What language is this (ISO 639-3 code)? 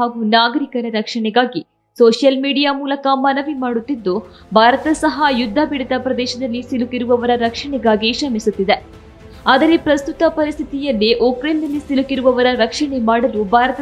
kan